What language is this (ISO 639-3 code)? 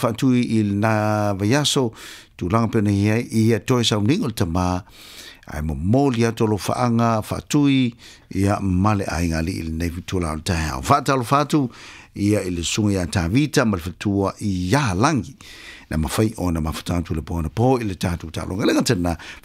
smo